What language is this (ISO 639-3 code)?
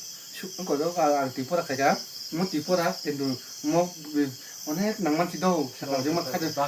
trp